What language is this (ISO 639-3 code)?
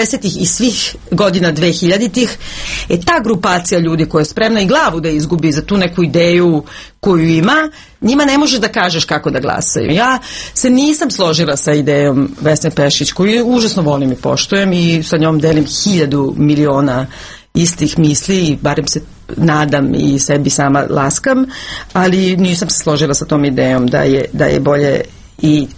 srp